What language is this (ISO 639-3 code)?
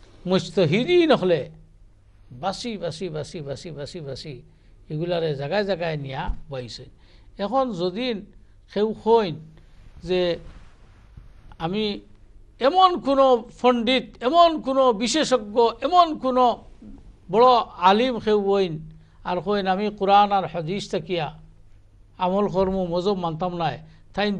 ben